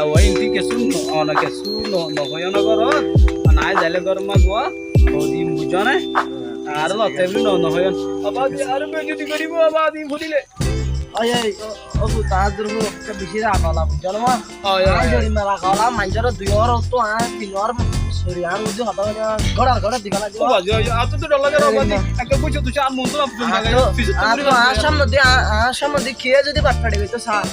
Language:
Rohingya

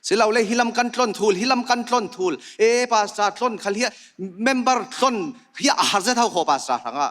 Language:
Falam Chin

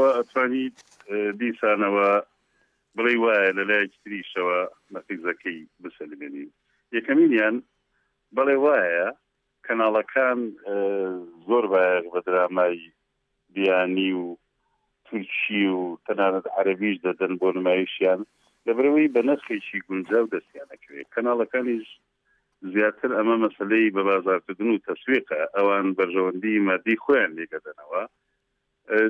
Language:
Central Kurdish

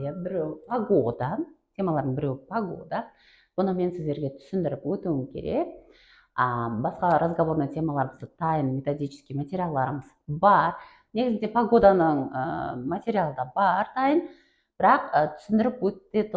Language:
Kara-Kalpak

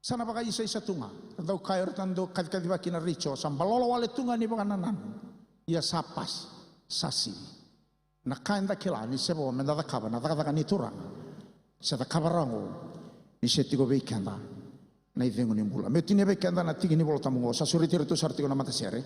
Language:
Fijian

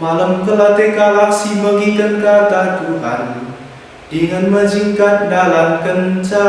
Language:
Batak Karo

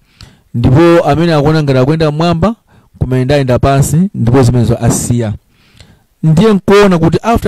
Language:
Nyanja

